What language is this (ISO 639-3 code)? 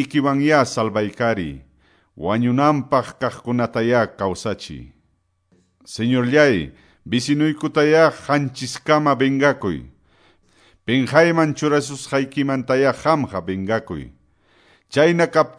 que